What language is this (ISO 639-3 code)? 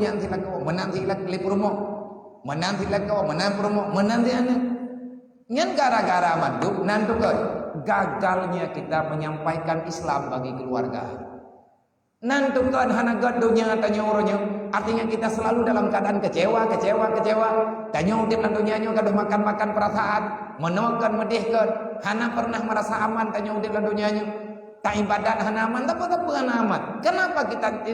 ace